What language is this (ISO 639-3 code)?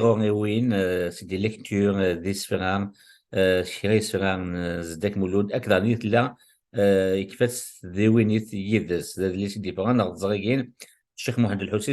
kab